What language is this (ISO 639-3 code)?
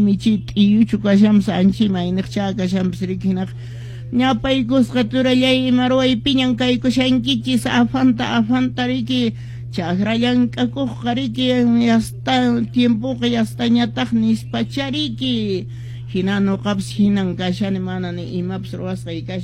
que